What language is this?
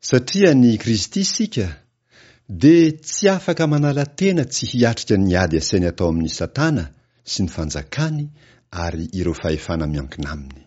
Malagasy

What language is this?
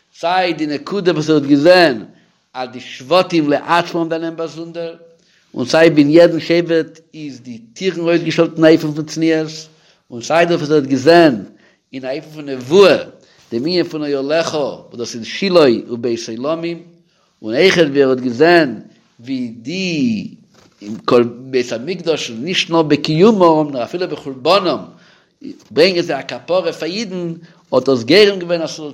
Yiddish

